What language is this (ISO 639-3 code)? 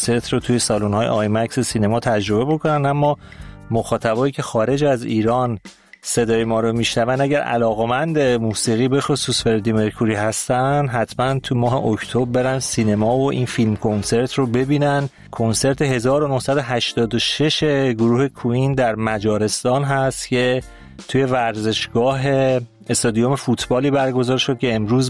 fas